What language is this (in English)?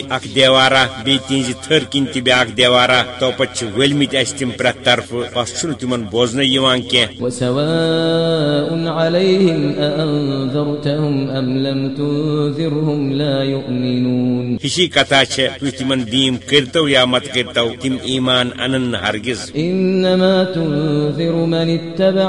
Kashmiri